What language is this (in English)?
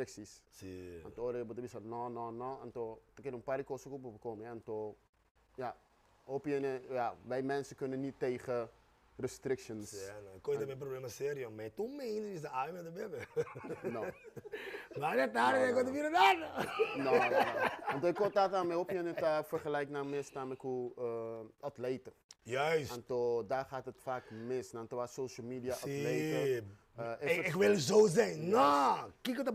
Papiamento